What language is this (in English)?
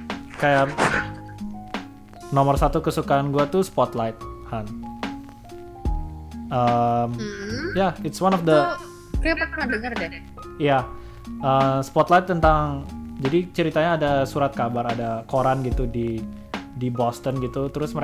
Indonesian